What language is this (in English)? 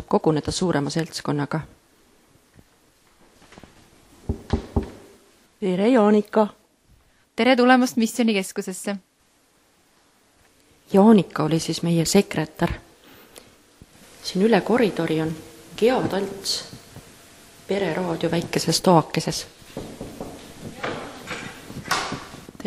Estonian